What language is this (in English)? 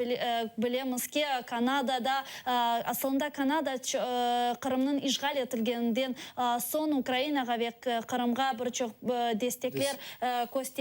Crimean Tatar